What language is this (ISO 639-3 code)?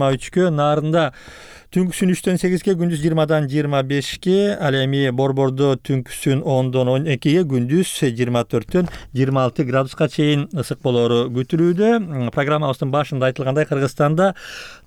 kir